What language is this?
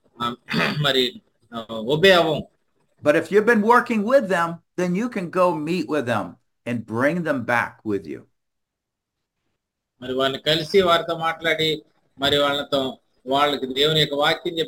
Telugu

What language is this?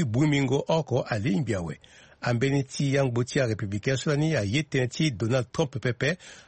Sango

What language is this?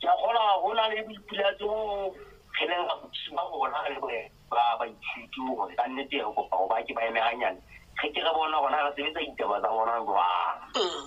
Southern Sotho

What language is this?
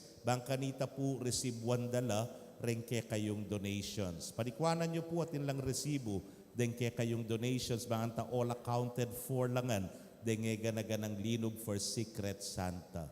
Pampanga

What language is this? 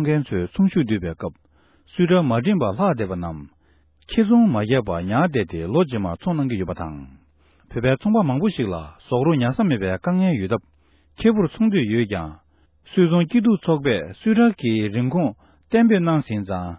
Tibetan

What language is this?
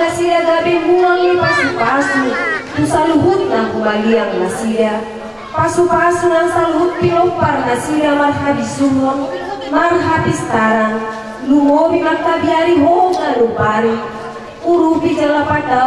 Batak Toba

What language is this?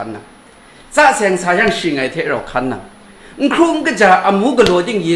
Kachin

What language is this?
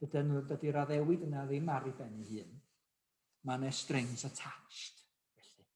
Welsh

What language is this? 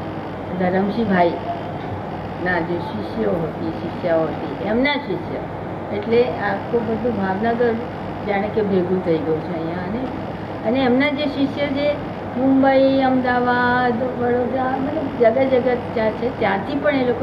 Gujarati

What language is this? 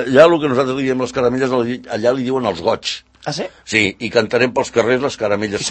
Catalan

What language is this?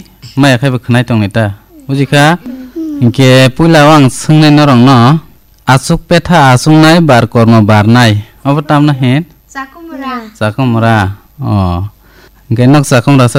Kok Borok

